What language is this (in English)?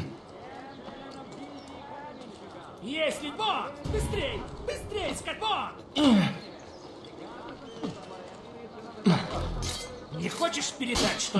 Russian